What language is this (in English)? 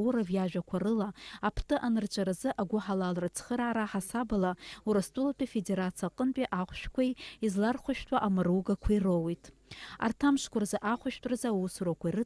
Abkhazian